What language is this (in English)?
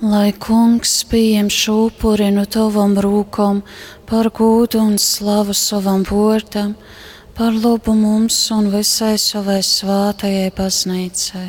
Latgalian